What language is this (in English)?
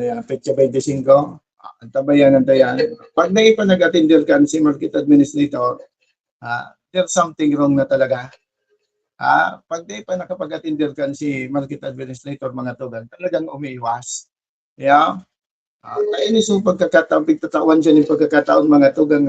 Bikol